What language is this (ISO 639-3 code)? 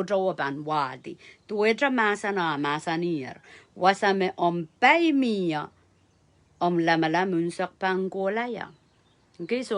pon